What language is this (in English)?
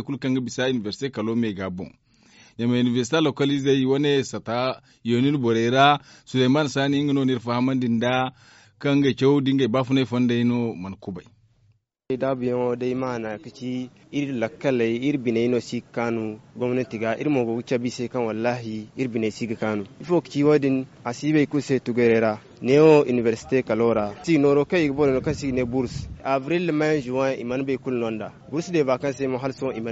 Zarma